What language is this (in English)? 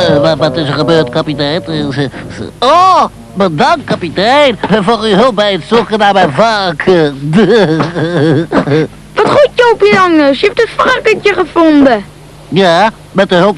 Dutch